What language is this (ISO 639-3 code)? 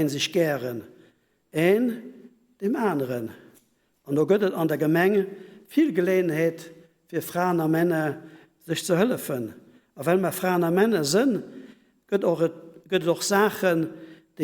ltz